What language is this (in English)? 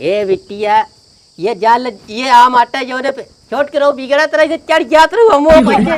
Awadhi